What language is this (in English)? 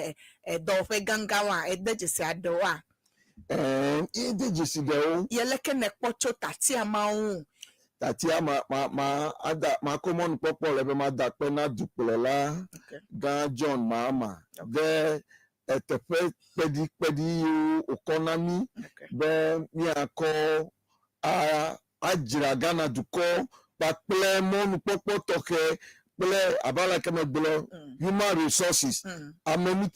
Ewe